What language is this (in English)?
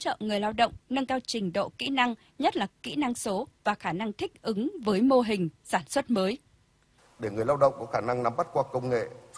Vietnamese